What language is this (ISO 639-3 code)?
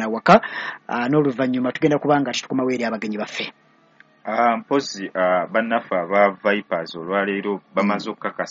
lug